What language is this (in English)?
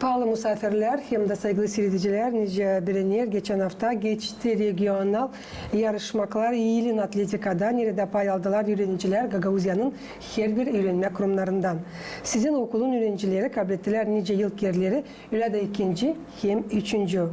Gagauz